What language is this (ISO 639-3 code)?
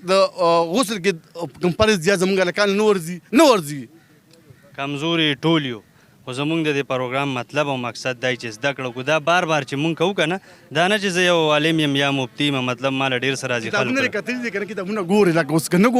pus